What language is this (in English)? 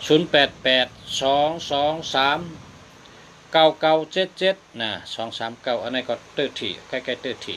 Shan